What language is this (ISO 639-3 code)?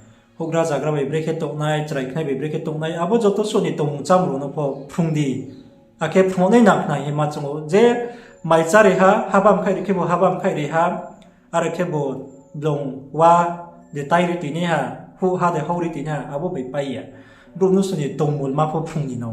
ria